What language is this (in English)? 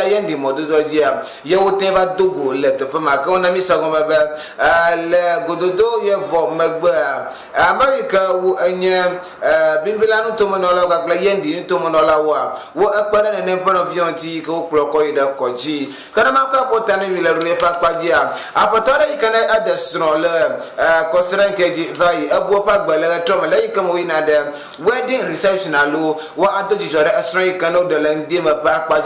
Ewe